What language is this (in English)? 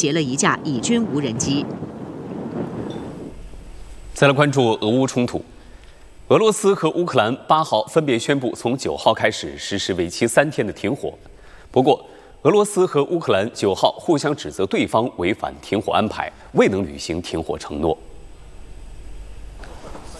Chinese